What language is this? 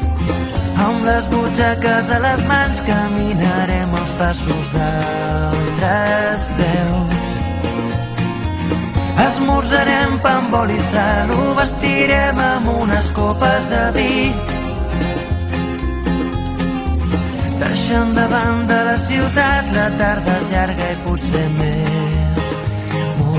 Catalan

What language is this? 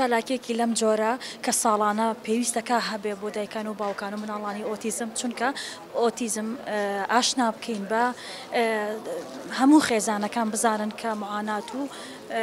Central Kurdish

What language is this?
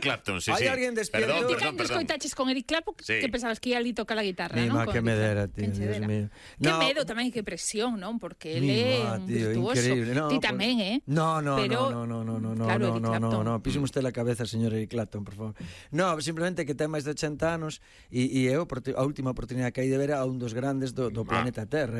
Galician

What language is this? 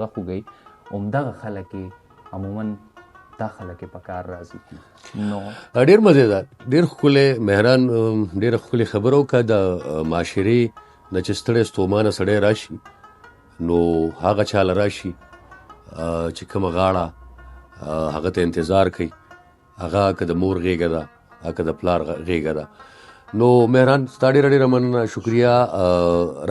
Pashto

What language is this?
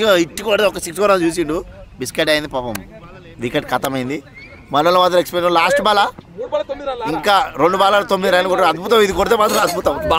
Telugu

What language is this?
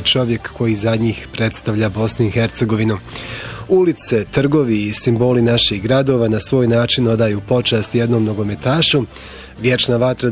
Bosnian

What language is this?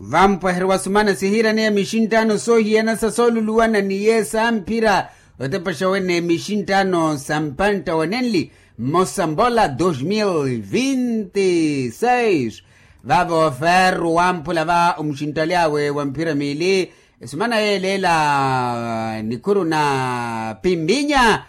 Makhuwa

